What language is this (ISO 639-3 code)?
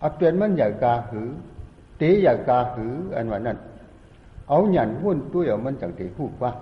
shn